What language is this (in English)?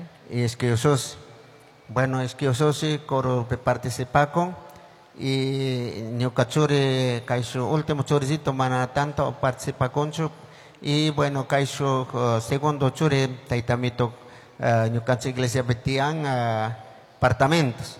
Chimborazo Highland Quichua